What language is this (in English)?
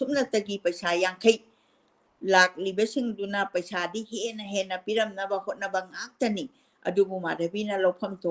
Manipuri